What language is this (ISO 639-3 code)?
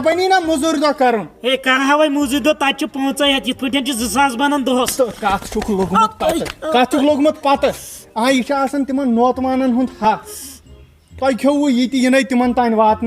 kas